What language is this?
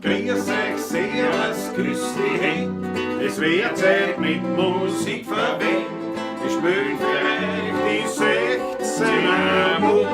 Bavarian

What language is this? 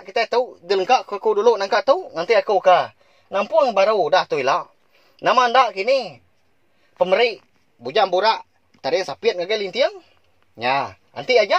Iban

